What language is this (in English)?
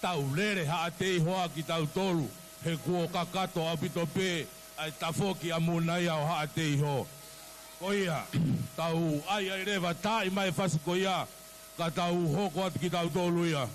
Tongan